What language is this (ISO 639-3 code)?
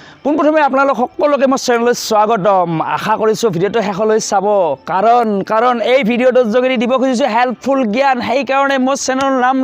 asm